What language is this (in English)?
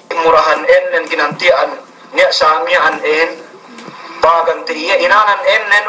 Yakan